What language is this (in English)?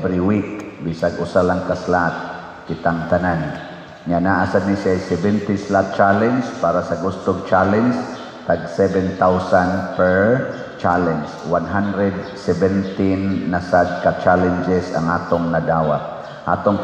Cebuano